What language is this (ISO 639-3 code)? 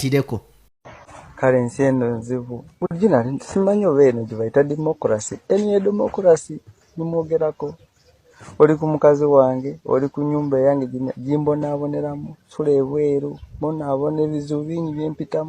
lug